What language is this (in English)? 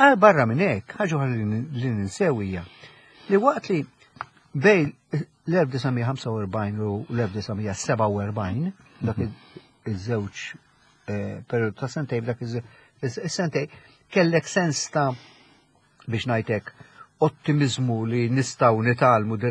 Maltese